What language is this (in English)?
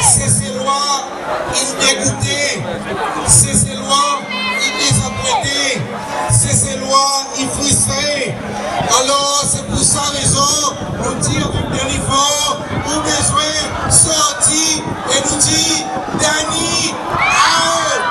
Seselwa Creole French